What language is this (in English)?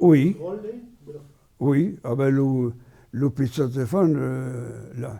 Occitan